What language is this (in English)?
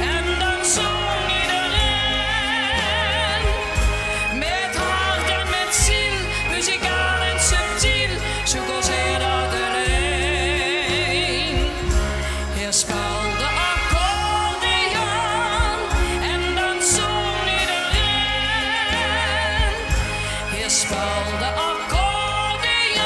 Limburgish